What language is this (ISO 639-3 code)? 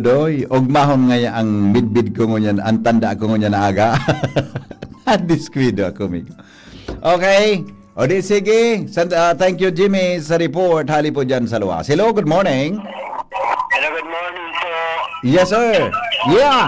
bik